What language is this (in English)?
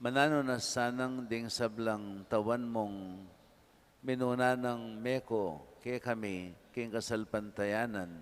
Pampanga